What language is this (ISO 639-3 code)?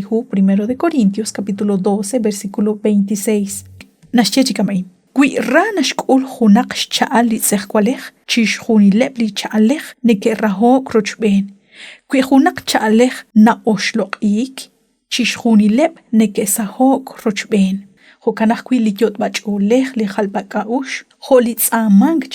kek